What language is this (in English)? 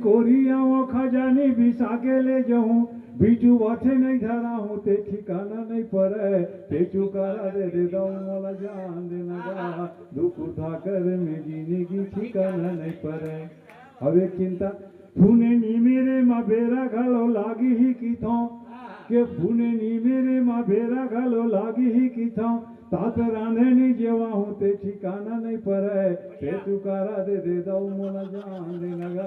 Chhattisgarhi